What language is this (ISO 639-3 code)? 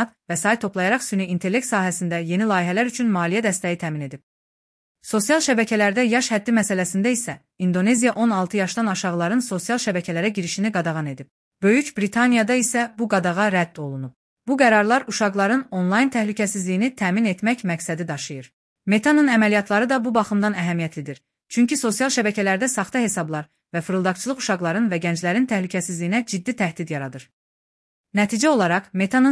aze